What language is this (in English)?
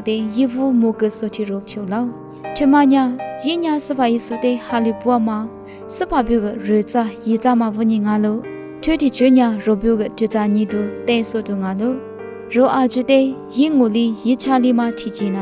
Lisu